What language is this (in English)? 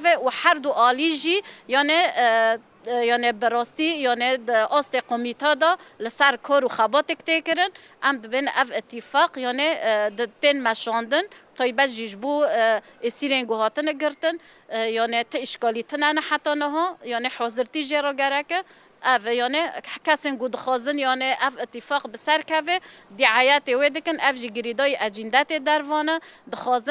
Kurdish